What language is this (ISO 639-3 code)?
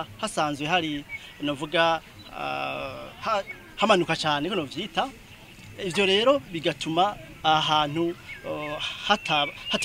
run